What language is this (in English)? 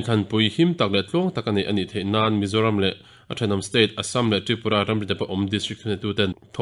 Mizo